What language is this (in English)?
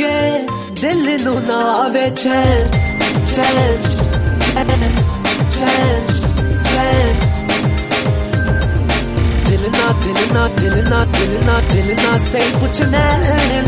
Punjabi